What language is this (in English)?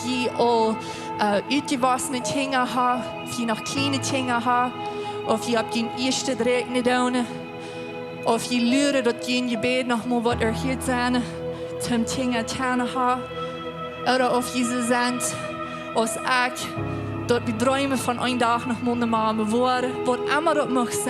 Plautdietsch